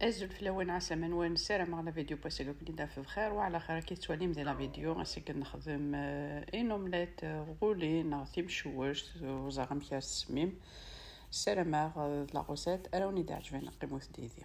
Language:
Kabyle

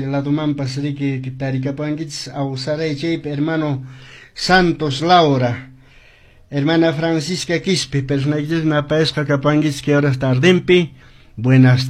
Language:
Quechua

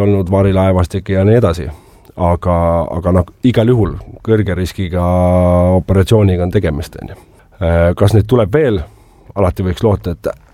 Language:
Estonian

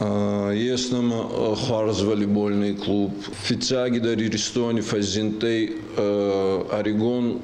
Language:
Ossetic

